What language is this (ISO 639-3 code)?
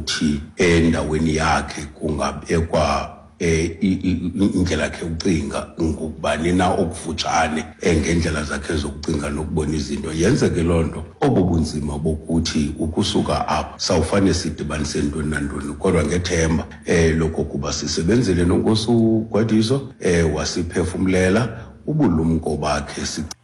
xho